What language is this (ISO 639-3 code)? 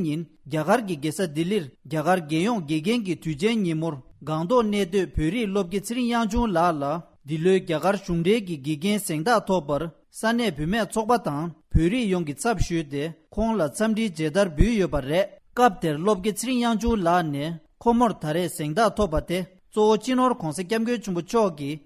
bod